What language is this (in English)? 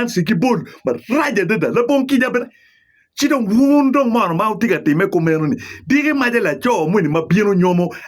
Acoli